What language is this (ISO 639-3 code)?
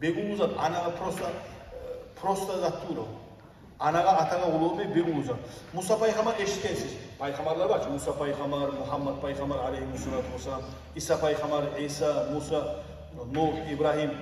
kum